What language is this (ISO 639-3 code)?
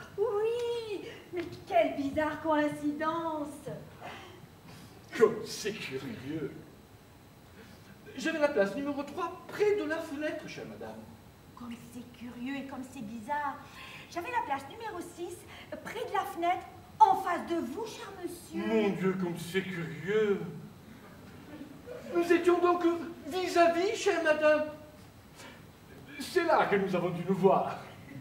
fra